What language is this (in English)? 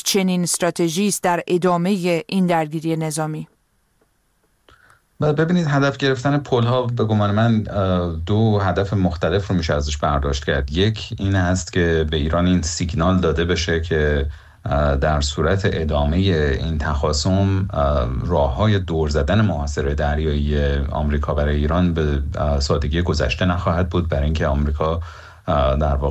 Persian